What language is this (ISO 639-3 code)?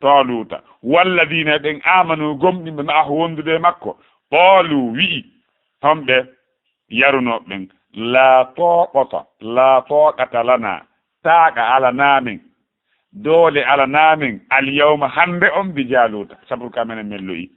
ful